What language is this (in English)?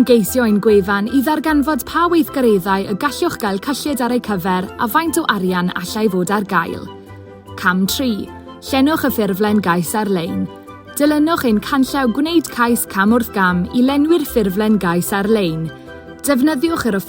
Welsh